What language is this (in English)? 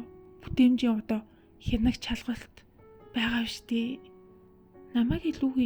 Mongolian